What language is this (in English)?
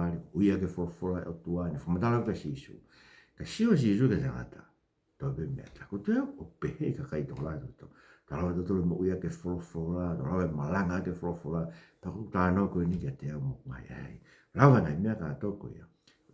Tongan